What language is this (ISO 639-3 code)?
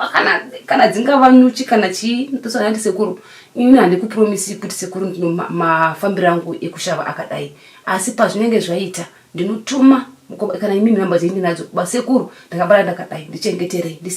sna